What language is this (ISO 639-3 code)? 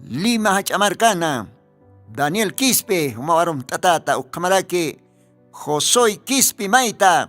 aym